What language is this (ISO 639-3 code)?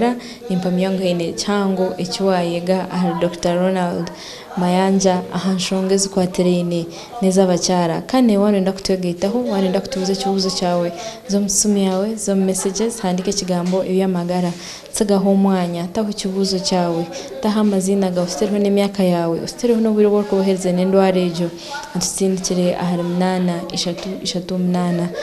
nyn